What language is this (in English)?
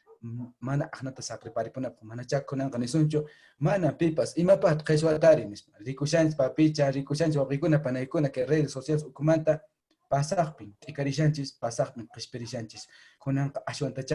Quechua